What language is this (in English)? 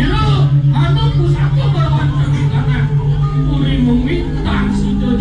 Balinese